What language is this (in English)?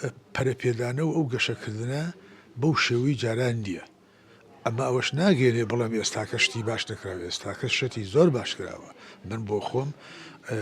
Central Kurdish